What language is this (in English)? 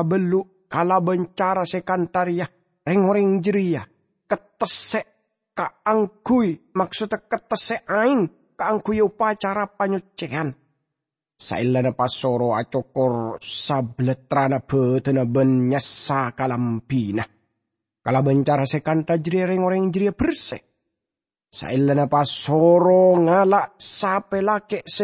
Madurese